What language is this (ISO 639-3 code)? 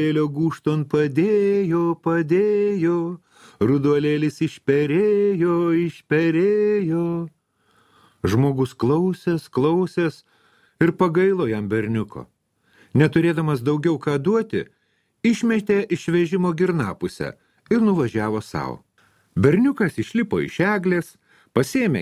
lit